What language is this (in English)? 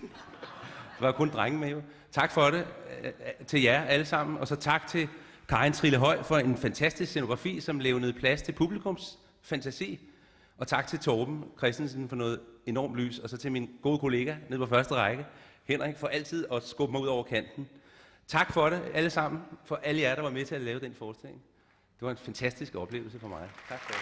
Danish